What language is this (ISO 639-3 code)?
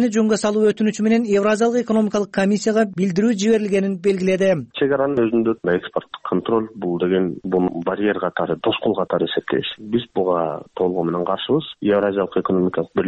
kir